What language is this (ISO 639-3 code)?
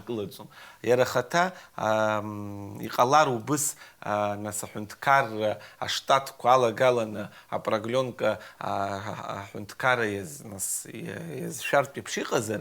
abk